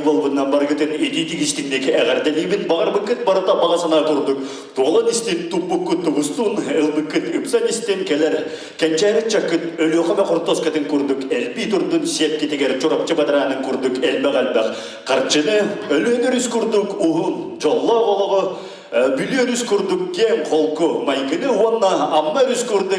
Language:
Yakut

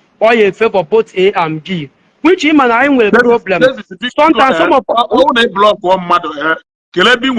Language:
Igbo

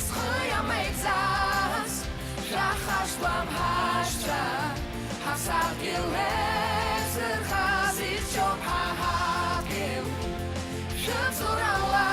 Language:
Abkhazian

